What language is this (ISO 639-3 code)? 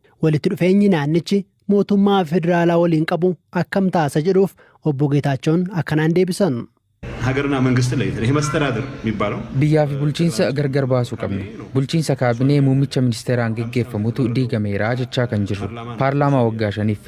orm